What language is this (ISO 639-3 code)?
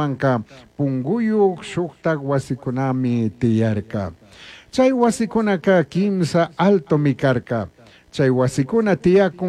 qug